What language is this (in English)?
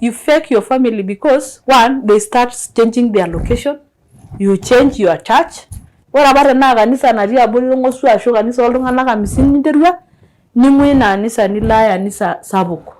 Masai